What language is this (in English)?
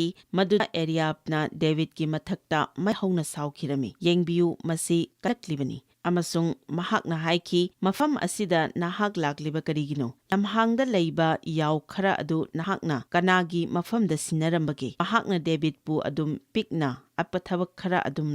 Manipuri